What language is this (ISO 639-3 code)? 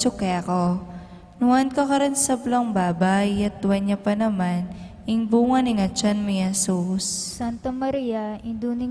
pam